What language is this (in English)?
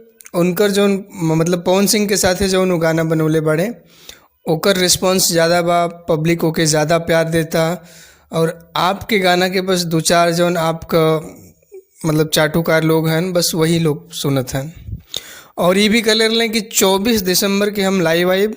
Bhojpuri